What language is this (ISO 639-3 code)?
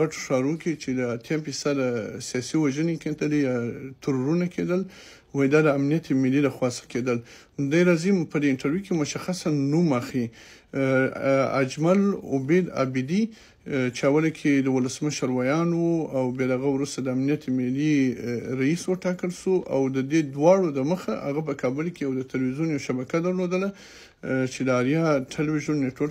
pus